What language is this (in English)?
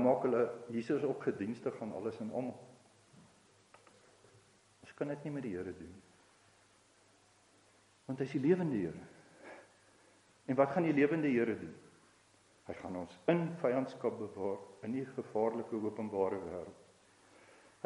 Afrikaans